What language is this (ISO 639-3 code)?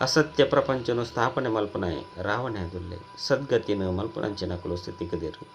tcy